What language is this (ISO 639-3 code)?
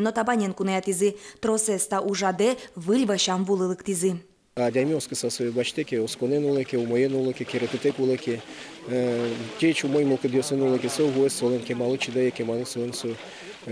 udm